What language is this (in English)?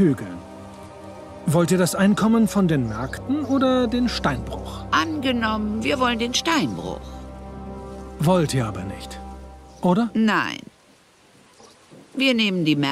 German